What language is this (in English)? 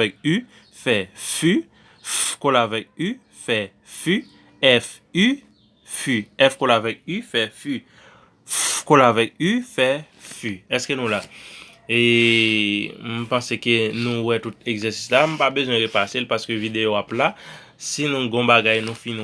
Haitian Creole